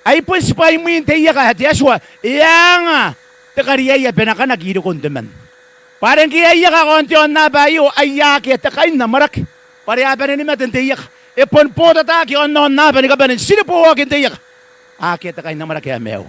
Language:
Gilbertese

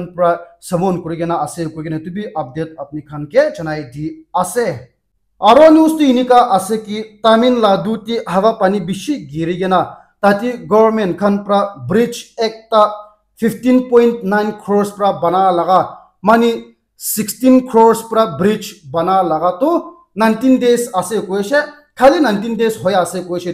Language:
Naga Pidgin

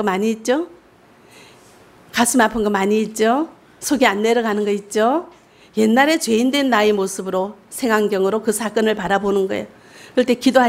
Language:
Korean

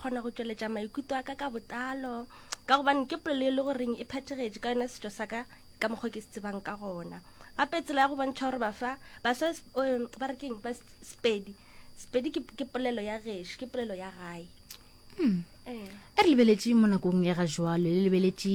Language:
Northern Sotho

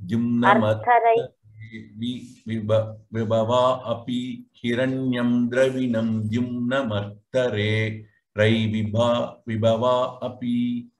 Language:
Sanskrit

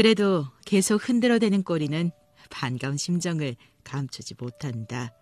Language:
Korean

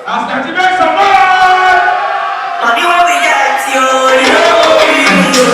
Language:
Nigerian Pidgin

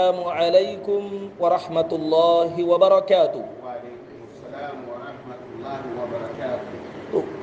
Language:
Hausa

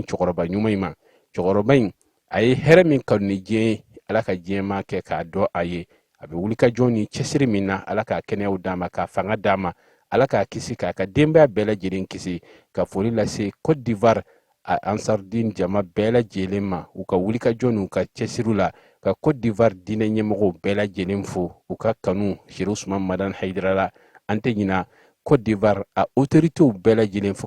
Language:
Bambara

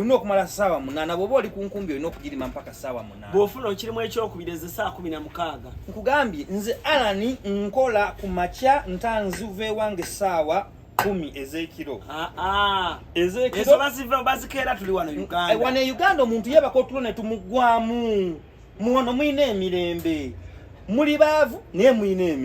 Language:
Ganda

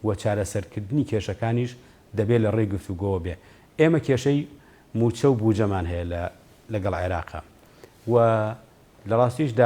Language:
Central Kurdish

